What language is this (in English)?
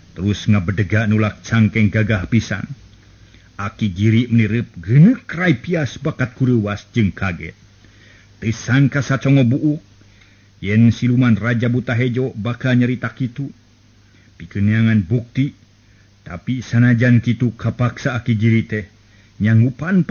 Sundanese